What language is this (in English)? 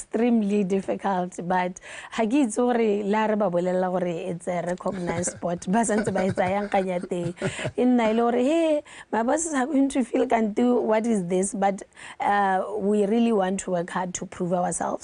Tswana